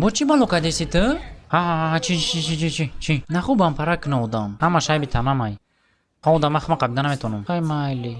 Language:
Tajik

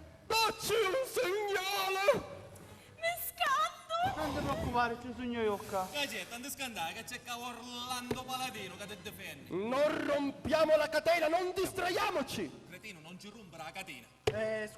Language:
Sicilian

